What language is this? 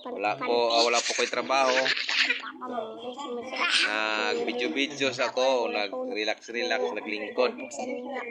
Cebuano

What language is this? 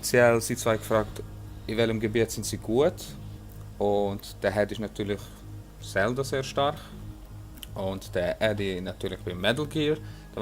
Swiss German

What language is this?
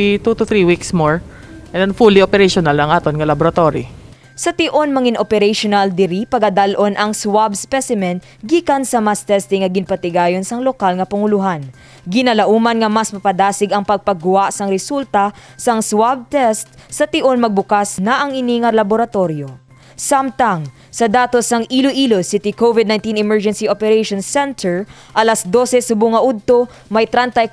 Hiligaynon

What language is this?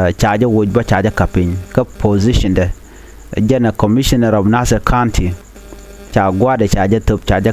Nuer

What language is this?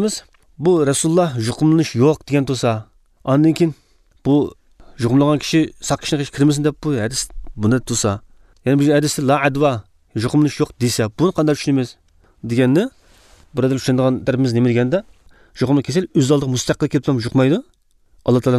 Uyghur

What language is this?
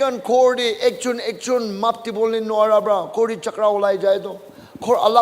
Naga Pidgin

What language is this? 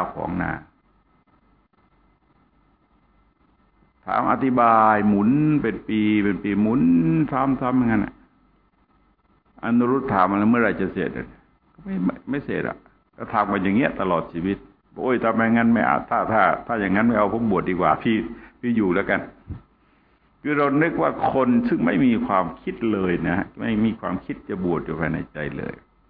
Thai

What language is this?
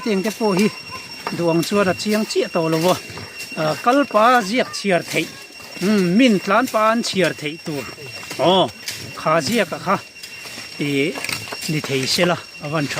Mizo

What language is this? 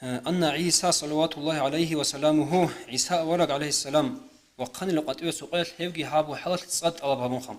Avaric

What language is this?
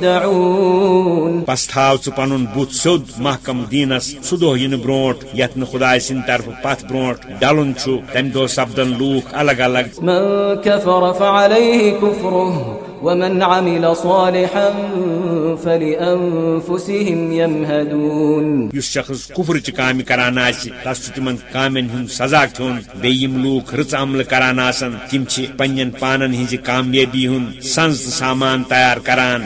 Kashmiri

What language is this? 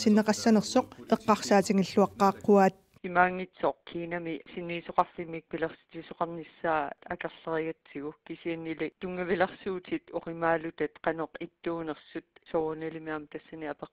Kalaallisut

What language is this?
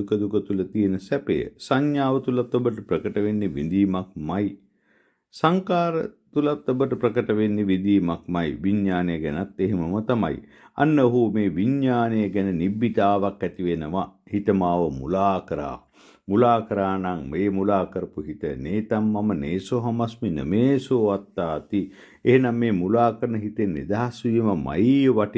Sinhala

